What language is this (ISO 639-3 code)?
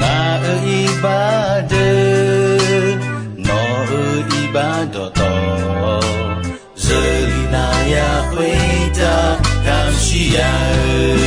ahk